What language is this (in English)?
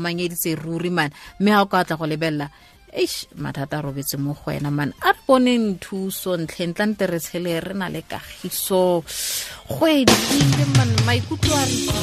Tswana